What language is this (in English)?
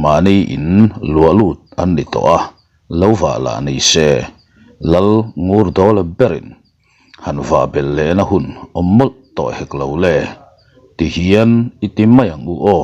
Mizo